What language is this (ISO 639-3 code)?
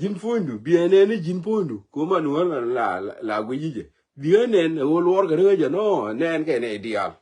nus